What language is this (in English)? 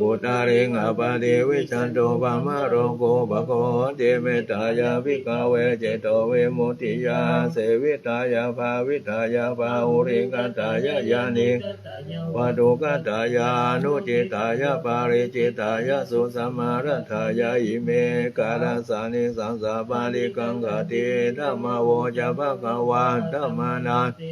Pali